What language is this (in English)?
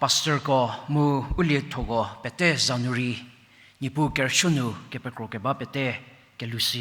Angami Naga